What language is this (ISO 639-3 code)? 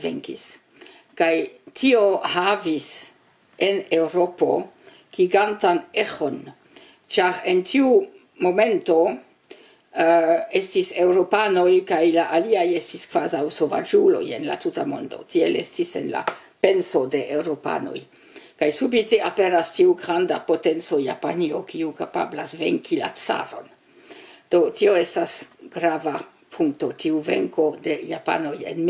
epo